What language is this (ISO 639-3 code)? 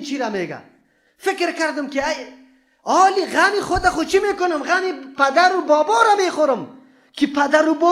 fas